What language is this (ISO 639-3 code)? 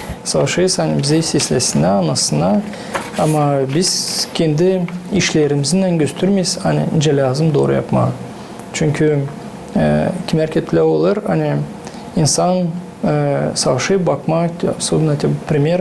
gag